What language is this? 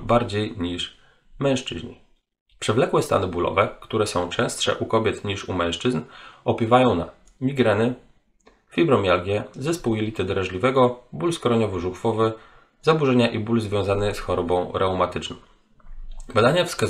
Polish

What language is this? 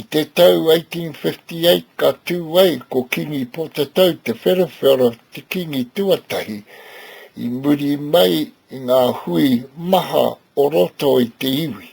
Māori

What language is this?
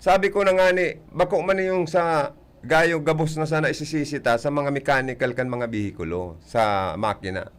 Bikol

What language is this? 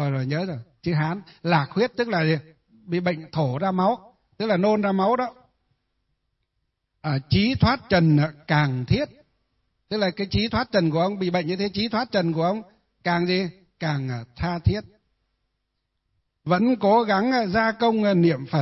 Vietnamese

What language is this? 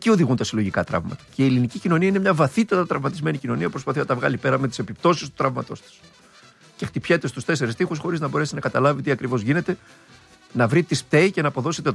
Greek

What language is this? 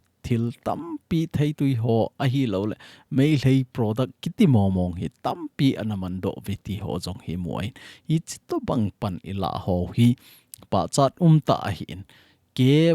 Thado Chin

